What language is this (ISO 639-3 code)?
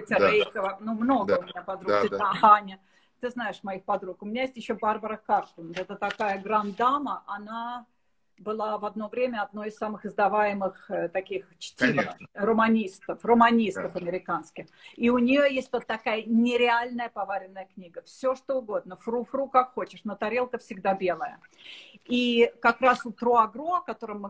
rus